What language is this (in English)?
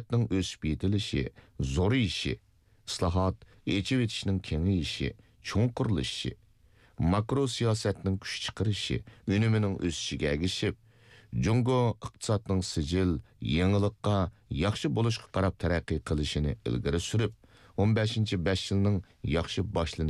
Uyghur